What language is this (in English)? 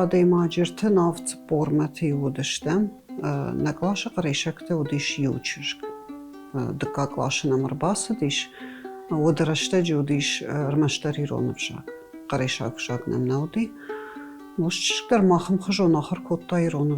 Ossetic